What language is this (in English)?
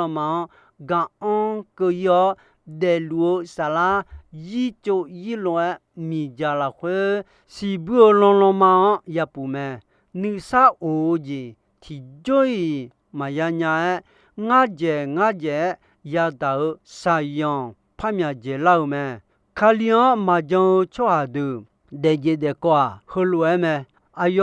Akha